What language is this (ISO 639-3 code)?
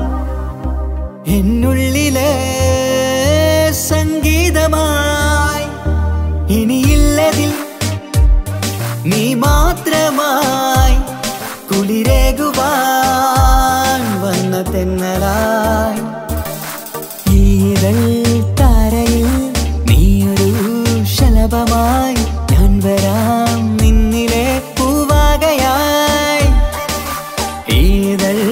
mal